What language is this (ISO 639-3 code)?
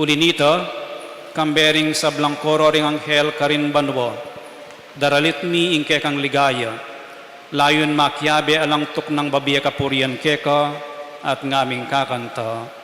pam